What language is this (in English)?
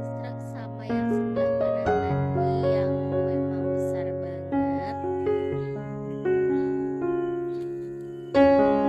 Indonesian